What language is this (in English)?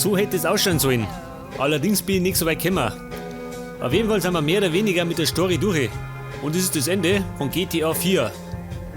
Bavarian